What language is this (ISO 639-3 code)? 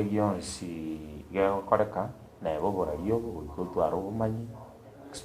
guz